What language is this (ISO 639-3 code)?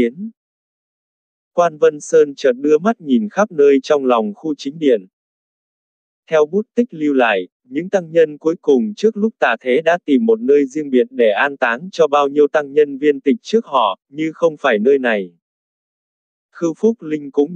vie